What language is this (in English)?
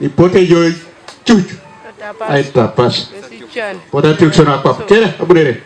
Teso